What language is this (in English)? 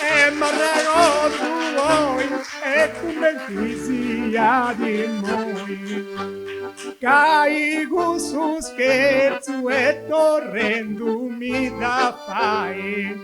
Sardinian